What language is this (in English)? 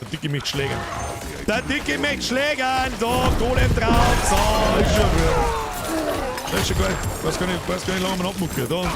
Bavarian